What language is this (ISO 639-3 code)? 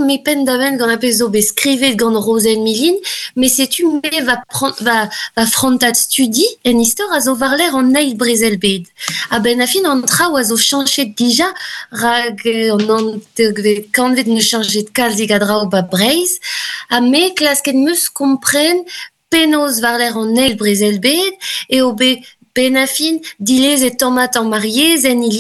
bre